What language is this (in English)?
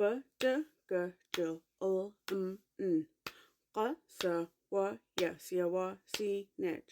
Mi'kmaw